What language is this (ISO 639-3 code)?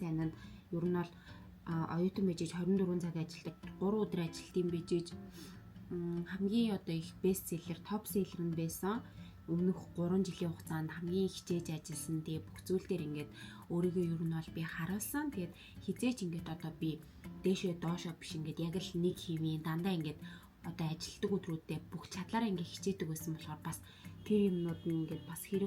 mon